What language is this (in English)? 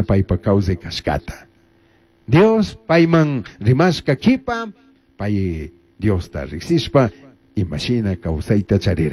Chimborazo Highland Quichua